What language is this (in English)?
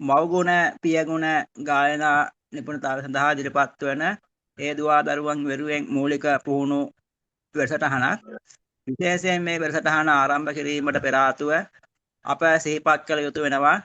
Sinhala